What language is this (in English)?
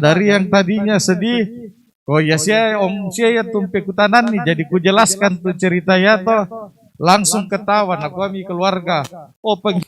Toraja-Sa'dan